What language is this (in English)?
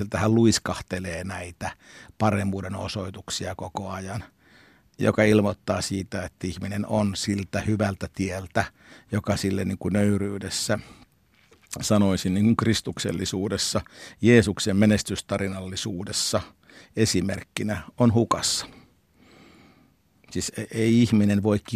Finnish